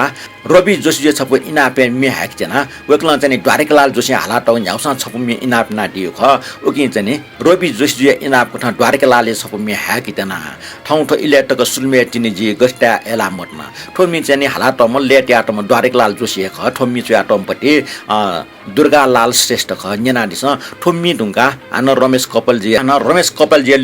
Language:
Newari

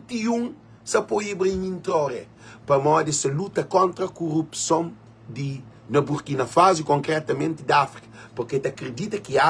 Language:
Kabuverdianu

